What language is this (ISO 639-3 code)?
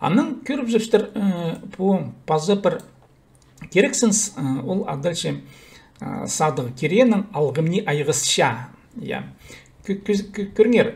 kjh